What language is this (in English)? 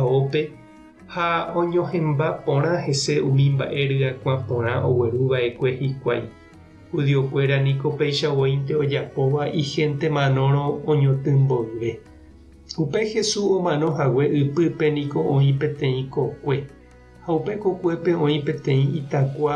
Guarani